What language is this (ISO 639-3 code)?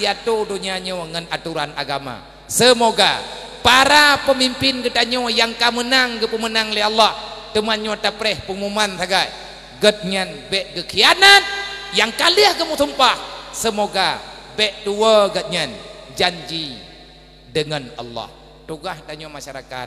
ace